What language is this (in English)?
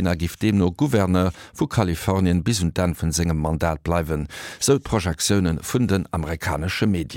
Luxembourgish